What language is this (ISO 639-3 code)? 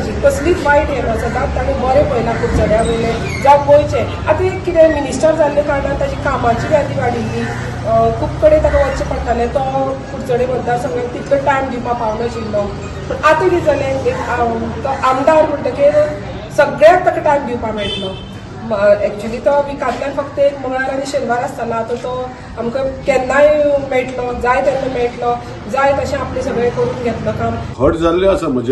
kok